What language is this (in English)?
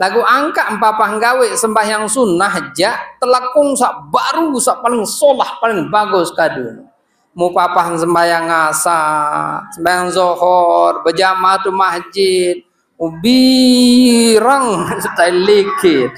Sasak